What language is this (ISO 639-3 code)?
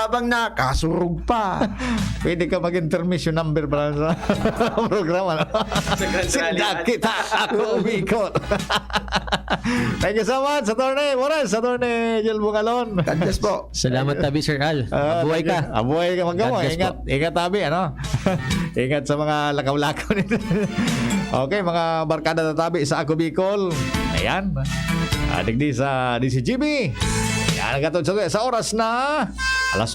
bik